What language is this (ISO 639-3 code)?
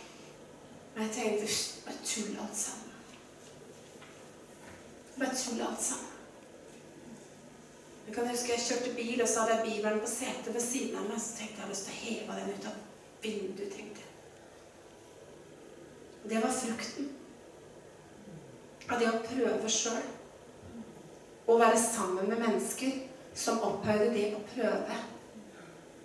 nor